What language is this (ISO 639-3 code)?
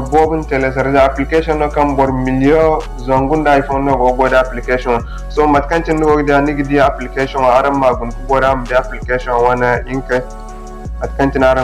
dje